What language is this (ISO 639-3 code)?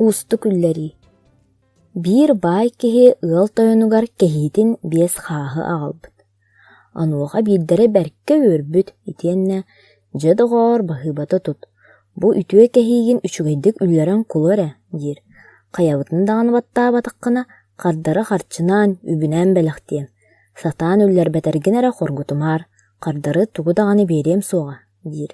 sah